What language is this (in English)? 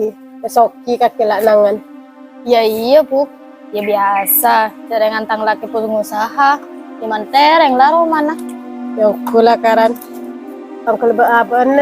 Madurese